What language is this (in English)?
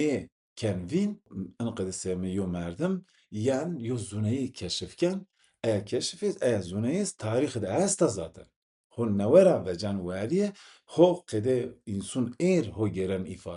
Zaza